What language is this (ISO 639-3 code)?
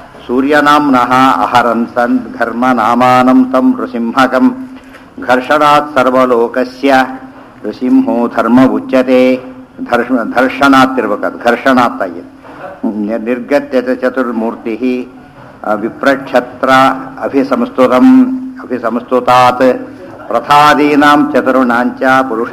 kan